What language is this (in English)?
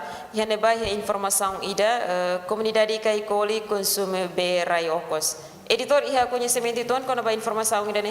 Tetum